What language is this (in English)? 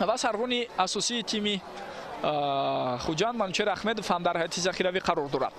Tajik